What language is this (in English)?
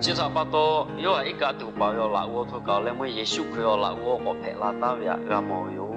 Lahu